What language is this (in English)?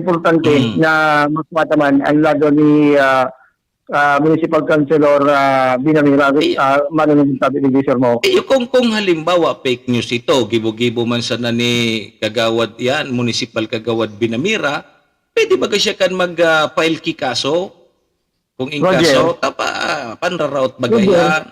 Bikol